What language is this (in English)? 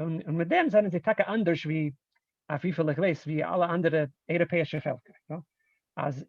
Yiddish